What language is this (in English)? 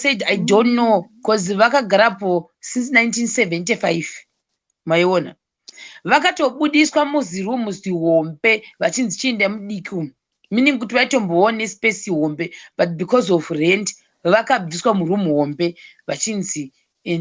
Shona